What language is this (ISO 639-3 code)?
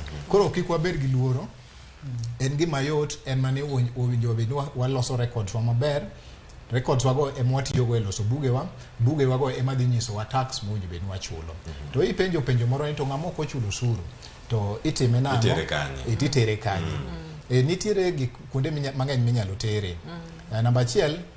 luo